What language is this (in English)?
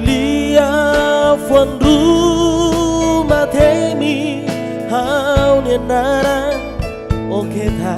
Tetum